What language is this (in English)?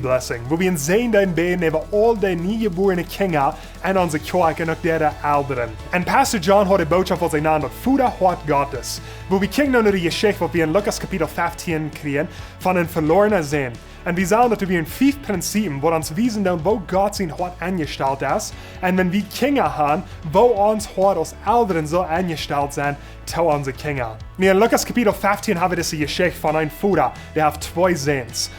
Plautdietsch